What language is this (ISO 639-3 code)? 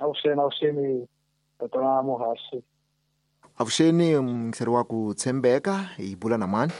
tso